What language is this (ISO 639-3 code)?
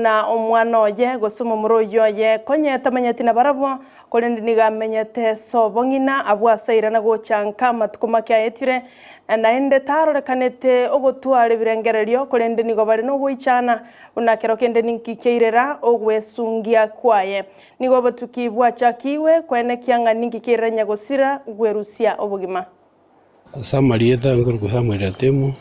guz